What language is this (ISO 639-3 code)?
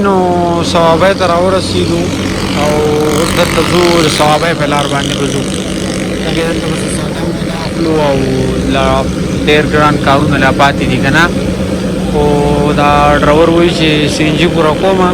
pus